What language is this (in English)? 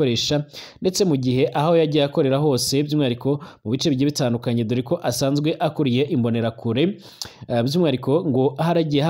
Rundi